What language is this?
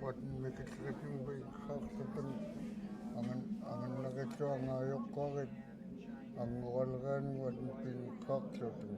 Central Yupik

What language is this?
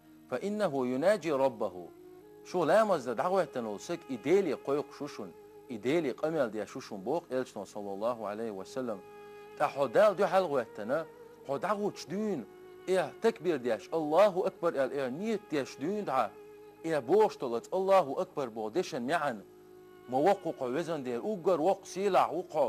Chechen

